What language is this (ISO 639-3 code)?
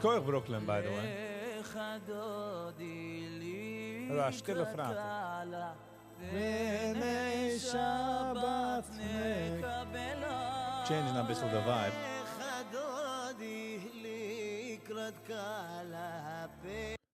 yid